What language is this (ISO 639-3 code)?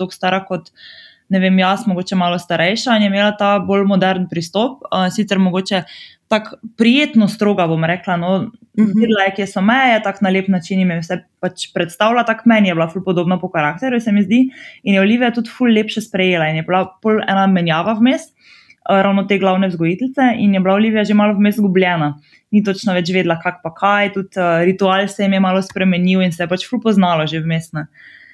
slv